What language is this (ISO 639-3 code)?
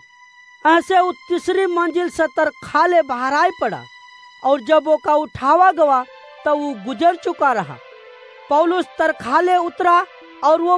awa